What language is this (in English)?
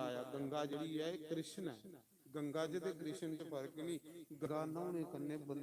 Dogri